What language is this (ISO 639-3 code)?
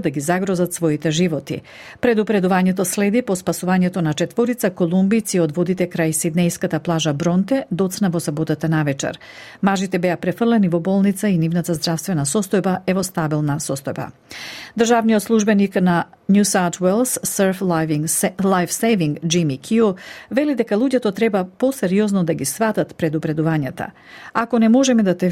mkd